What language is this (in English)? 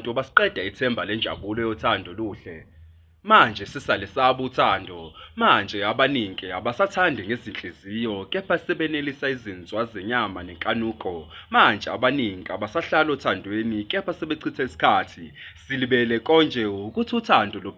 Zulu